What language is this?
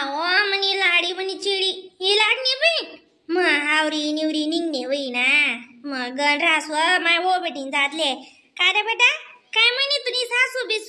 Khandesi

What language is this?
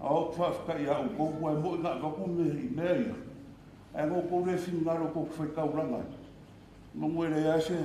Samoan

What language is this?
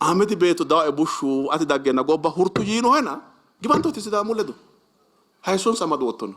Sidamo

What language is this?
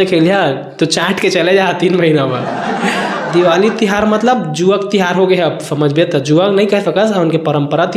Chhattisgarhi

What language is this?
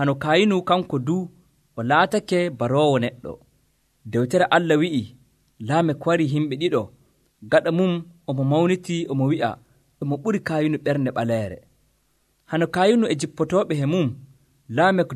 Nigerian Fulfulde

